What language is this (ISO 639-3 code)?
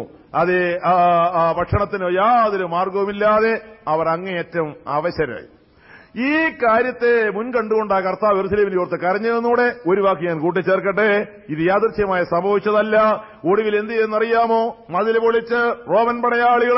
mal